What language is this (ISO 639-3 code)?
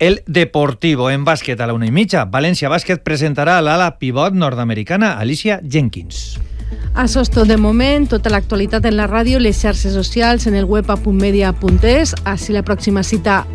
cat